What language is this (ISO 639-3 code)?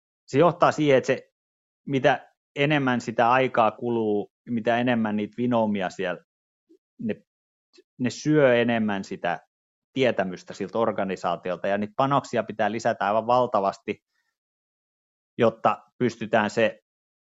fin